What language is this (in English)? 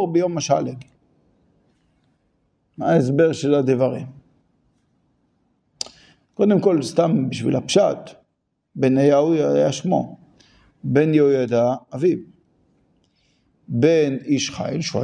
Hebrew